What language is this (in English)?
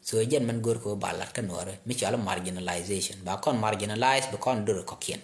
Nuer